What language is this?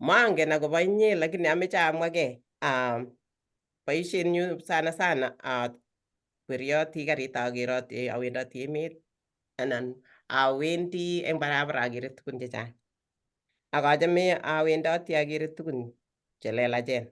Kalenjin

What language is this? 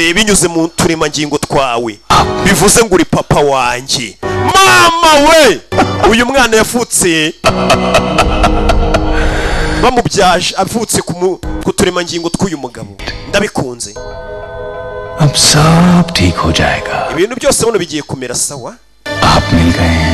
Kinyarwanda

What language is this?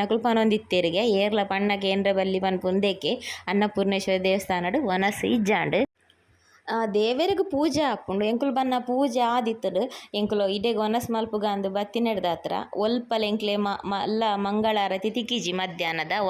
Tulu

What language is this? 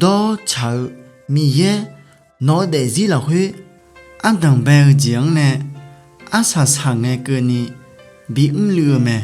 Akha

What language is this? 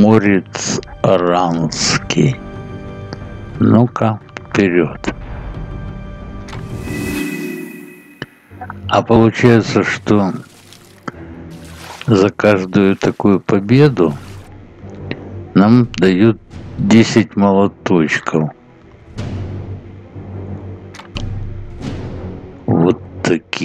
Russian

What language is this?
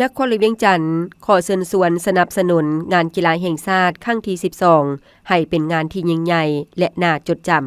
Lao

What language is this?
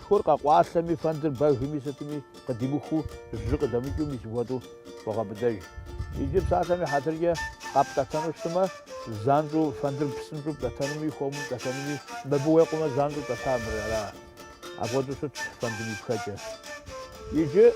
Kabardian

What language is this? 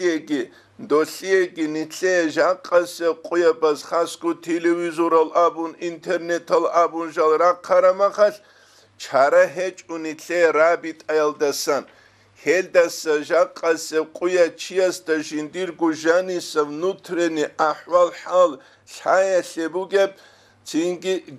Avaric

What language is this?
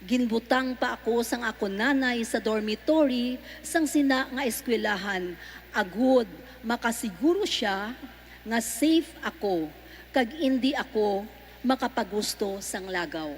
Hiligaynon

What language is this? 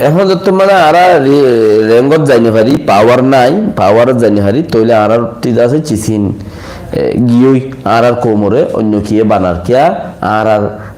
Rohingya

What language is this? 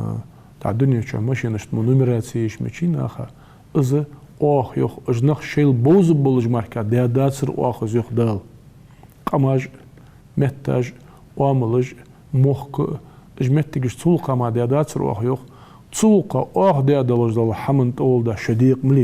Ingush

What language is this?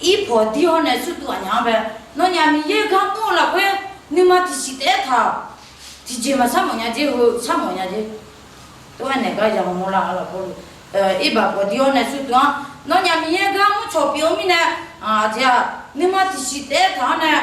Akha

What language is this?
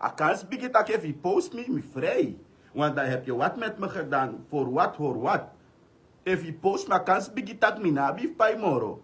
Sranan Tongo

